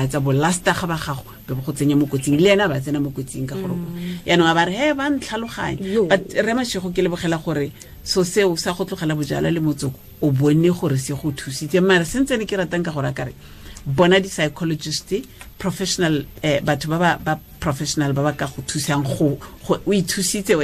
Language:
Tswana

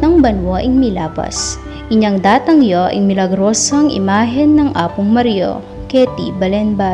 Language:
Pampanga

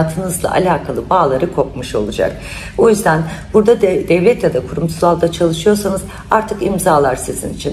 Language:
Turkish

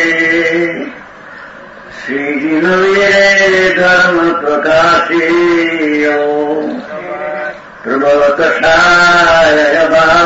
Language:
Gujarati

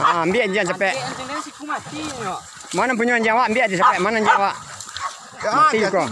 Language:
Minangkabau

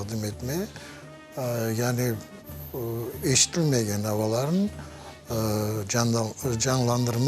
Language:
Crimean Tatar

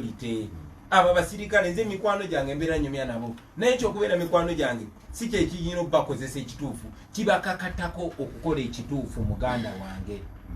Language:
Ganda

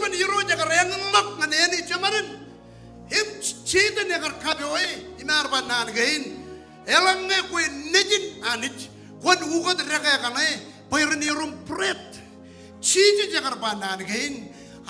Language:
Marshallese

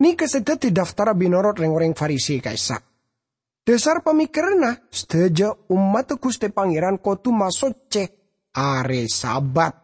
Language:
Madurese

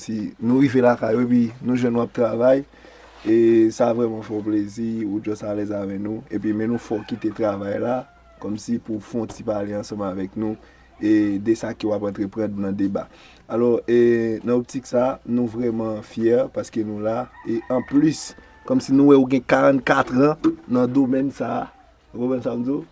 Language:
Haitian Creole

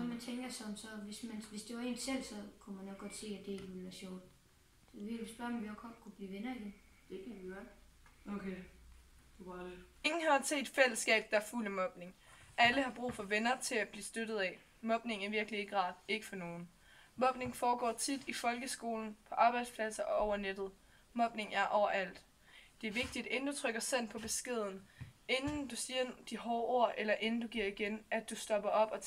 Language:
Danish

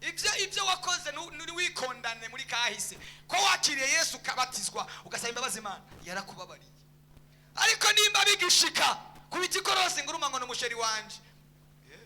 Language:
Rundi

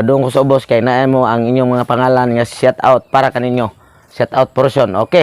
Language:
Cebuano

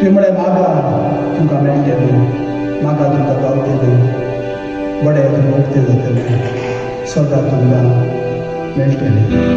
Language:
Konkani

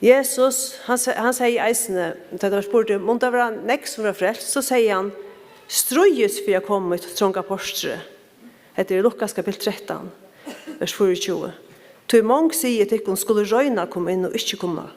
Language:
Faroese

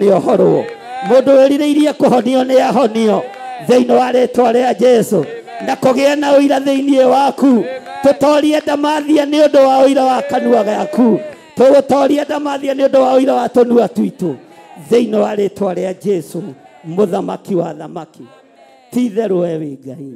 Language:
Kikuyu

